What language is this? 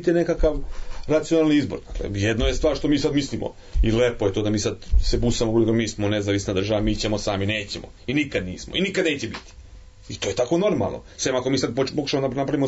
Serbian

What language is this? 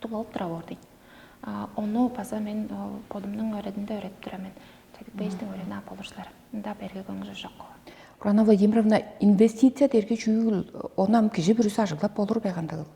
Tuvinian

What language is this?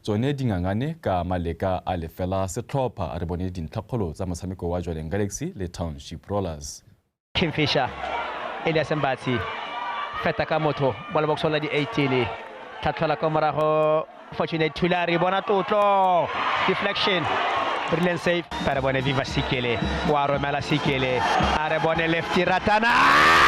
Tswana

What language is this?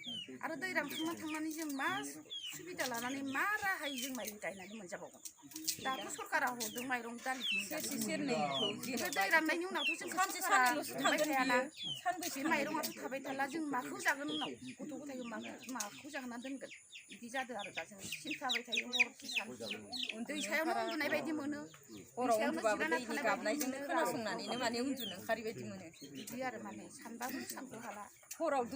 Bodo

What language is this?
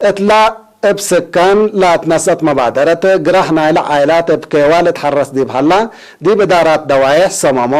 Tigre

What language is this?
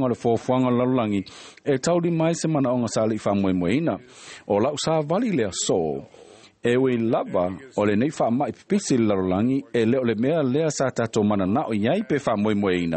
Samoan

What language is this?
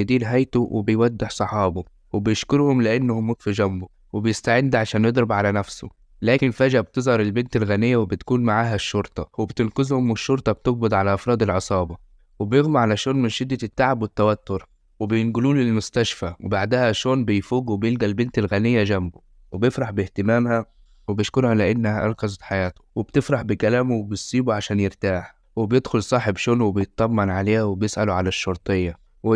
Egyptian Arabic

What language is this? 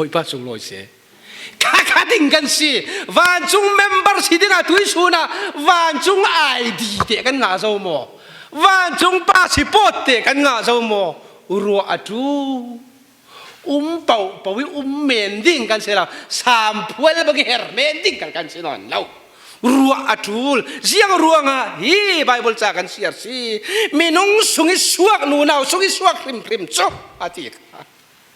Falam Chin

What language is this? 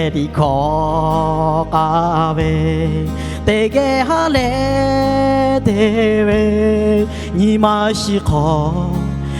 Lahu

